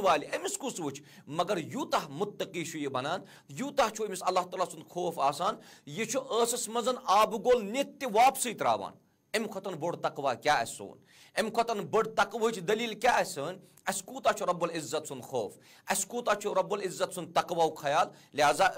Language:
Kashmiri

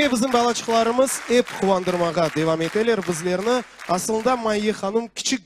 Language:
Crimean Tatar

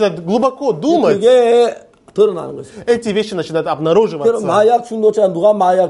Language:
Korean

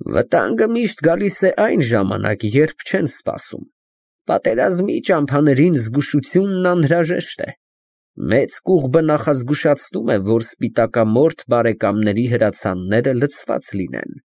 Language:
Armenian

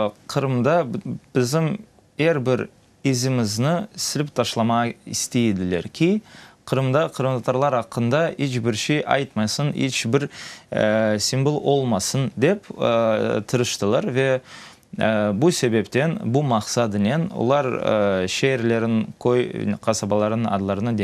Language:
Crimean Tatar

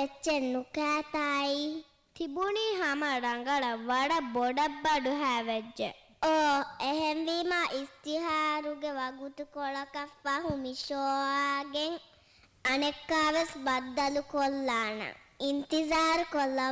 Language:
Divehi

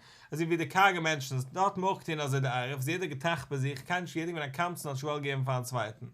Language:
Yiddish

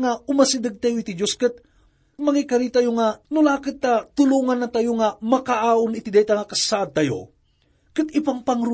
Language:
Iloko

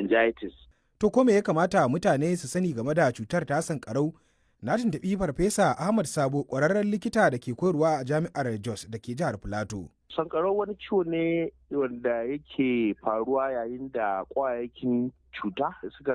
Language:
Hausa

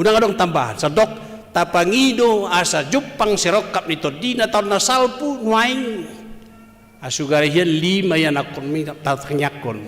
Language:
Batak Toba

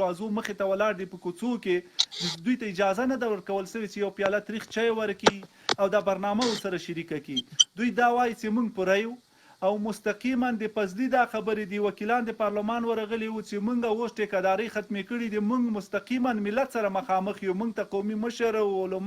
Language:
Pashto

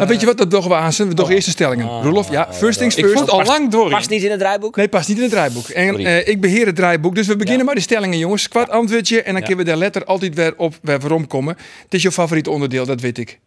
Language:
Western Frisian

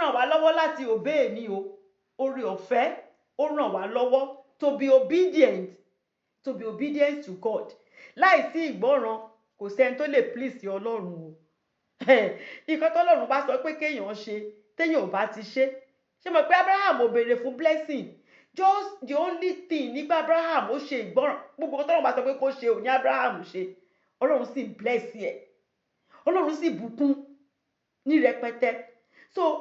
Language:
Yoruba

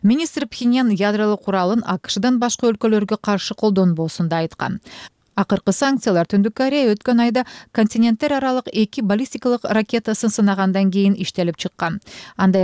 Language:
Kyrgyz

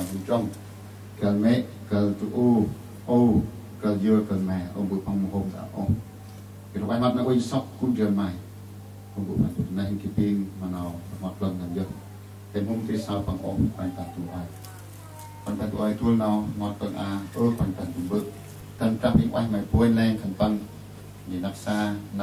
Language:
Central Mnong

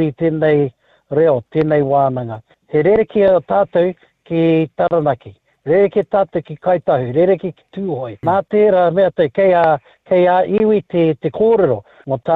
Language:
Māori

